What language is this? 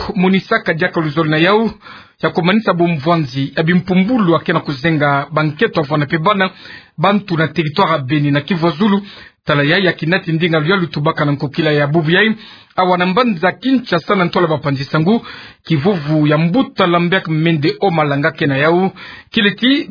Kituba (Democratic Republic of Congo)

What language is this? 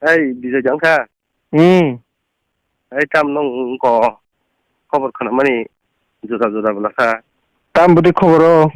Kok Borok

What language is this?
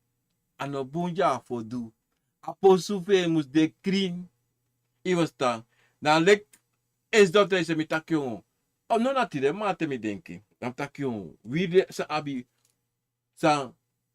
Sranan Tongo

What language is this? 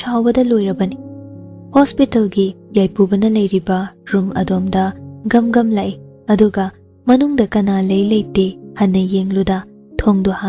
Manipuri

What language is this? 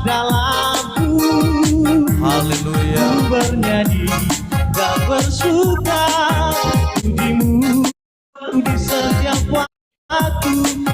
Nias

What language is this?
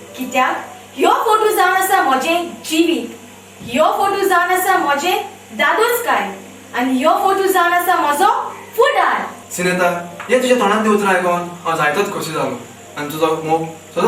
Konkani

